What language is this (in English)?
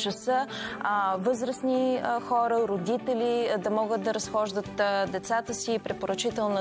Bulgarian